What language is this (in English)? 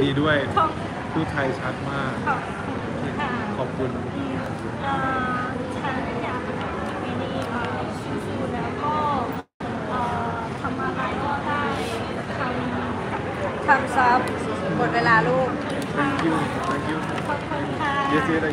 Thai